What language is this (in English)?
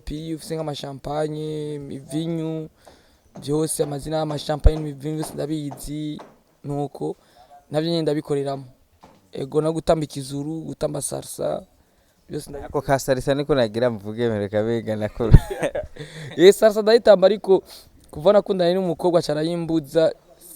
Rundi